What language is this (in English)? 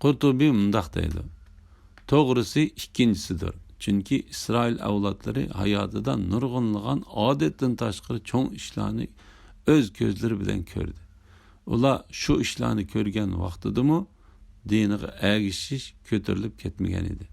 Uyghur